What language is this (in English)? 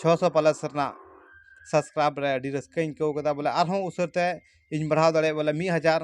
Santali